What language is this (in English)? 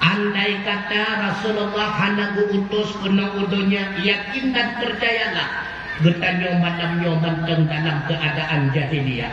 Achinese